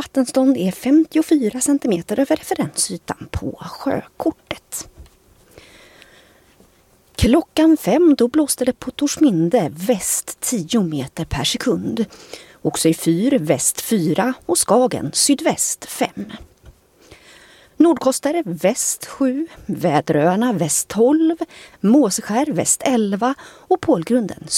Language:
Swedish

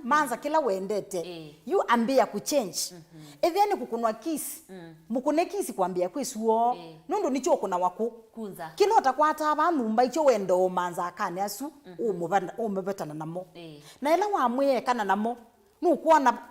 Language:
Kamba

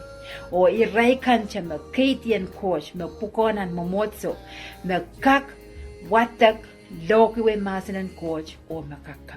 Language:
Pohnpeian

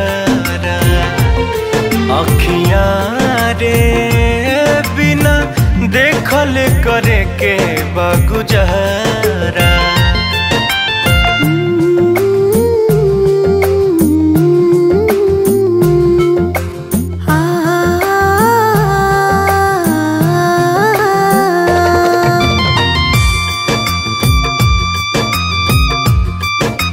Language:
Bhojpuri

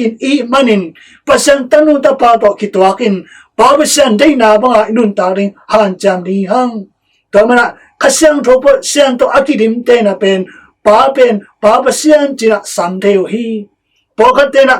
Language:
Tedim Chin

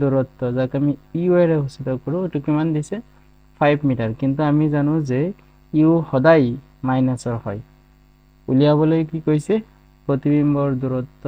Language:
Assamese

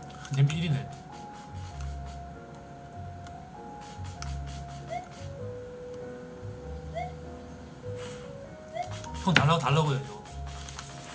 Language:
Korean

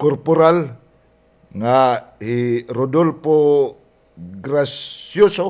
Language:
Waray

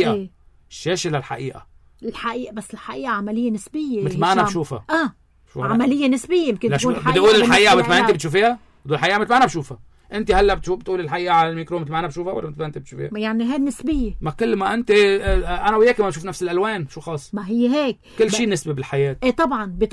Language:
North Levantine Arabic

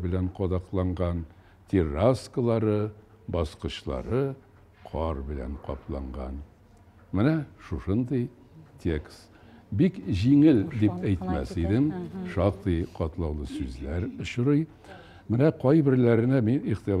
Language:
Tatar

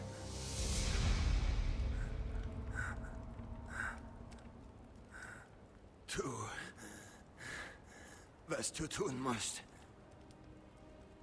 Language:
German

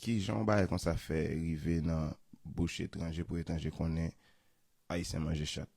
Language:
Haitian Creole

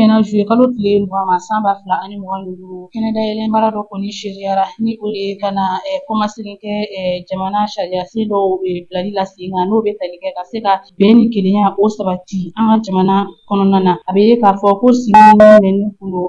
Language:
Bambara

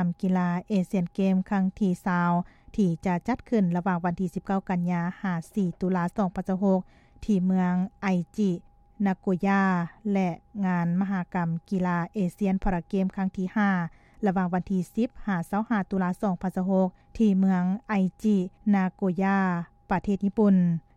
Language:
Lao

